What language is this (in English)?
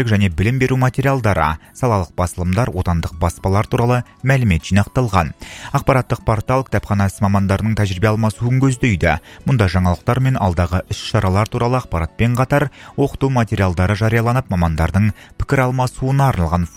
Kazakh